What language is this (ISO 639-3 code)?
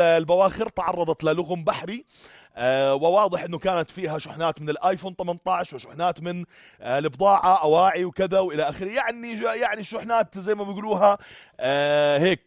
apc